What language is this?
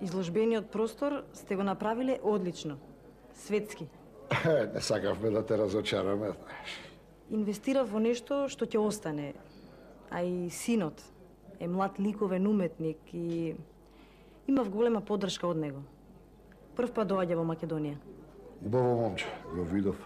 Macedonian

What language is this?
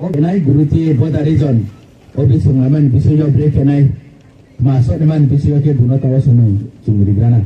Riang (India)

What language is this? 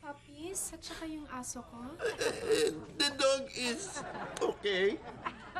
Filipino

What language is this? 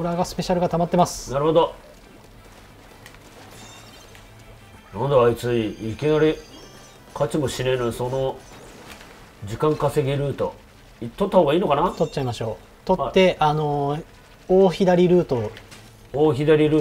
Japanese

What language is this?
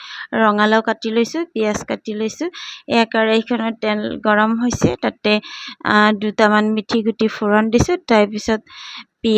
Assamese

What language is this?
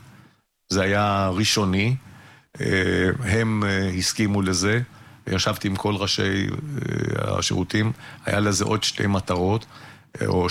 Hebrew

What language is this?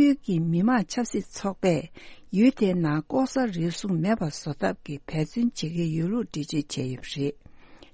Tibetan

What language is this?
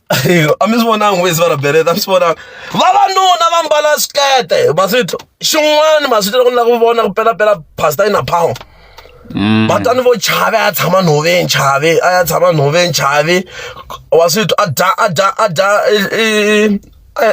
Tsonga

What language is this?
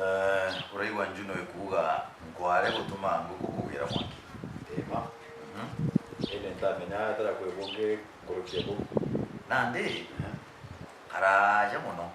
Meru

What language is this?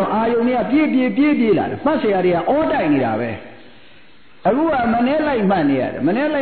Burmese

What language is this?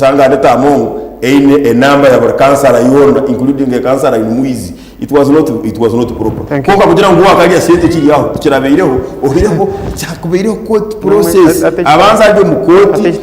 Nyankole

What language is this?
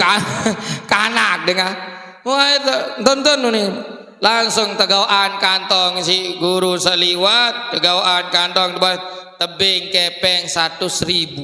Sasak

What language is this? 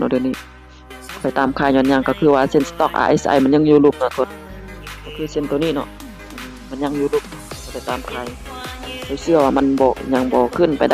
Lao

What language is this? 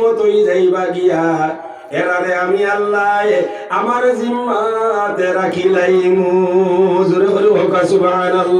Sylheti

